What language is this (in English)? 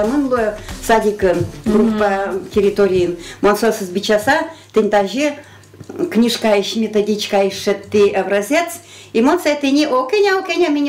Udmurt